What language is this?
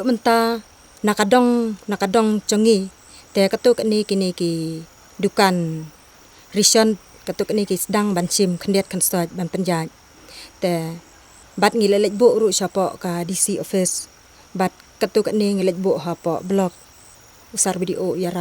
Khasi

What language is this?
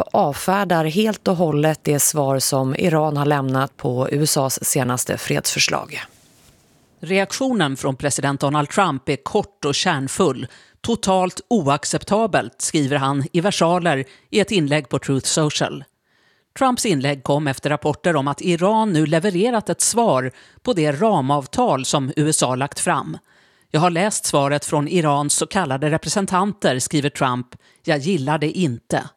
Swedish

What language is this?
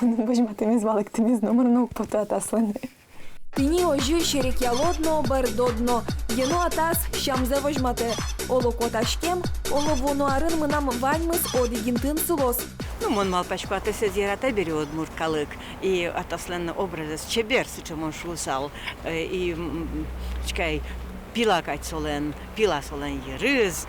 Udmurt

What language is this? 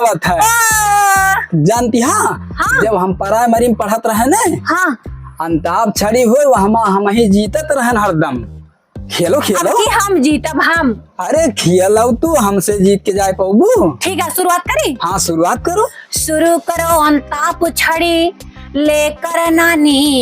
Awadhi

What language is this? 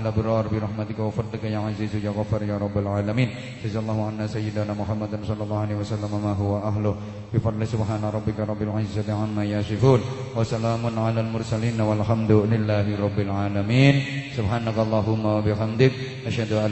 Javanese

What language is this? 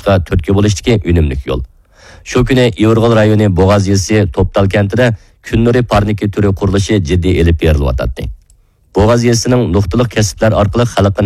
Uyghur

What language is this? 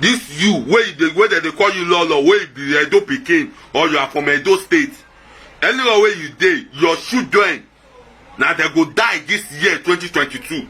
Nigerian Pidgin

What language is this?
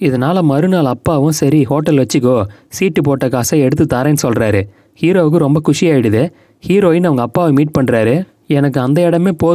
Tamil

